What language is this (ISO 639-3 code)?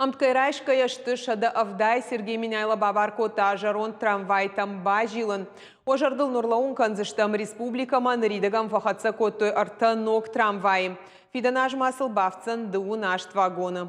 oss